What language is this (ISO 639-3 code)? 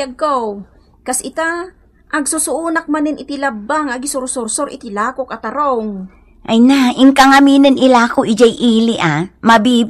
ilo